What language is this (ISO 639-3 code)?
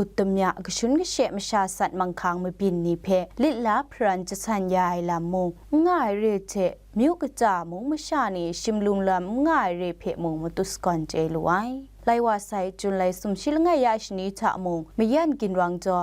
kac